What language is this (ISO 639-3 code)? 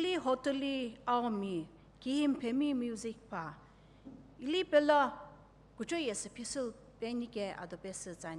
nsm